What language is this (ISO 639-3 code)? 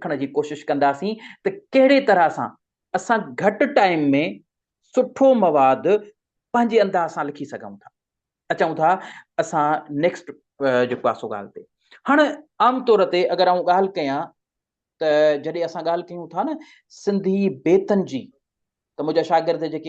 snd